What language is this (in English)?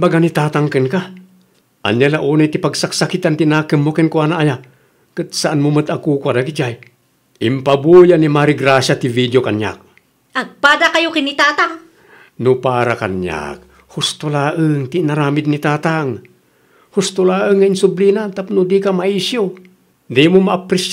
Iloko